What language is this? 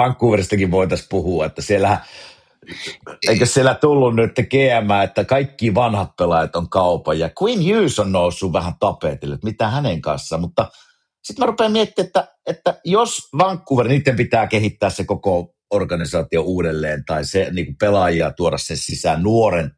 Finnish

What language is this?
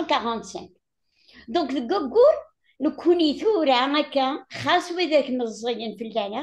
Kabyle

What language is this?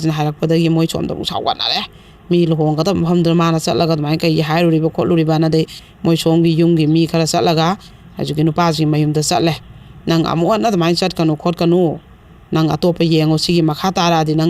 Manipuri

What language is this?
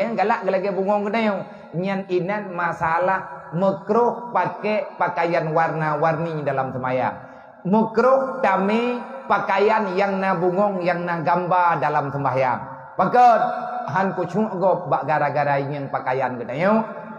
Achinese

